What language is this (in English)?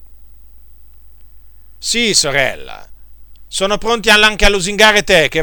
Italian